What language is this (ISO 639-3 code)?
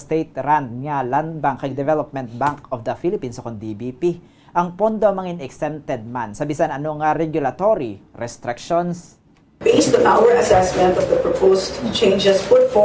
hil